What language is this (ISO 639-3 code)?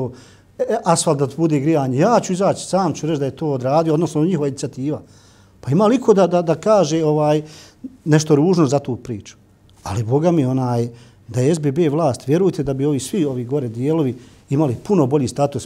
bos